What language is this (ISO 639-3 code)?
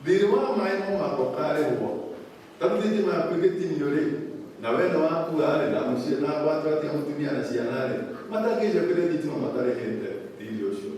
kik